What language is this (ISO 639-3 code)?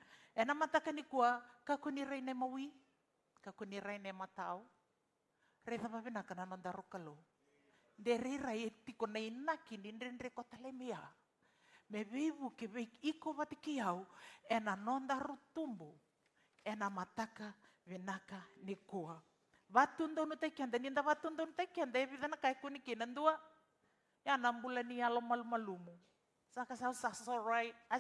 fij